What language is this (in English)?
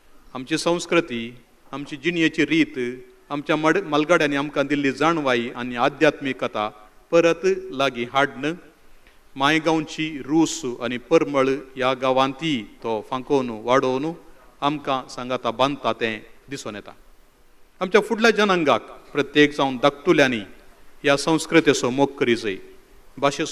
Konkani